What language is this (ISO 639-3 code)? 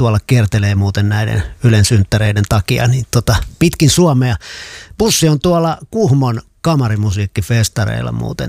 fin